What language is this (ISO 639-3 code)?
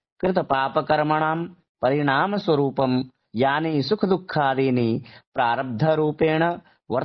san